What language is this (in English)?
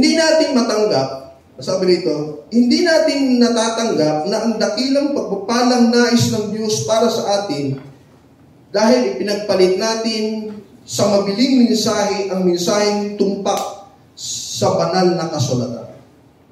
Filipino